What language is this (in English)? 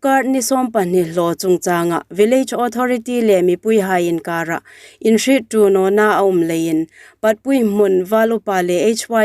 Hmar